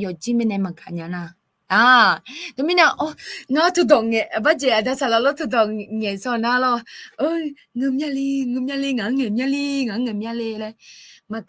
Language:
Akha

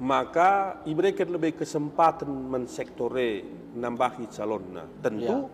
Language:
Batak Karo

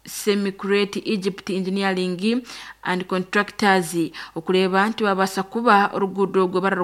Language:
Nyankole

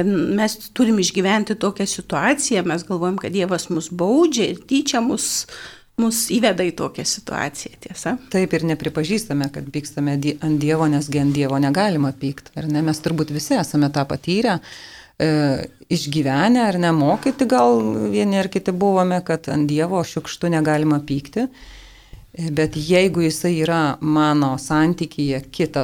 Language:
Lithuanian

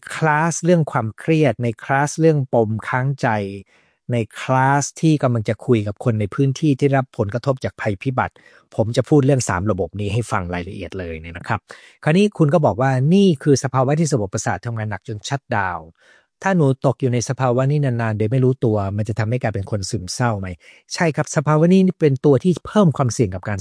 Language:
Thai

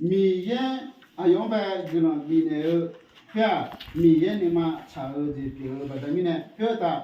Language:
Akha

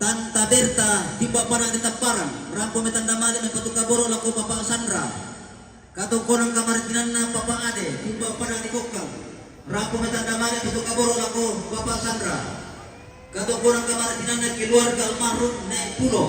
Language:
Toraja-Sa'dan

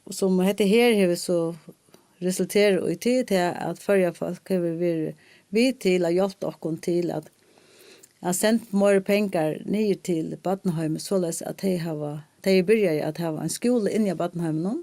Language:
Faroese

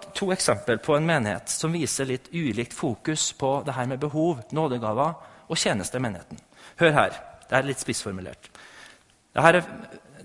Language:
Norwegian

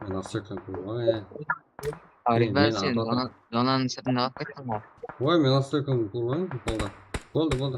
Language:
Kara-Kalpak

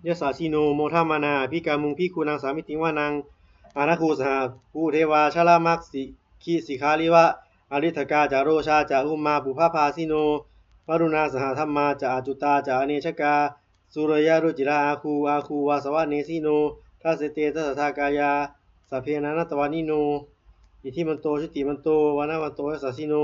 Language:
Pali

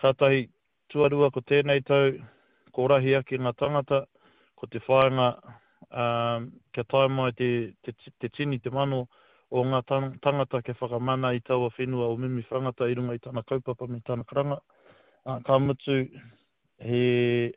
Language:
Māori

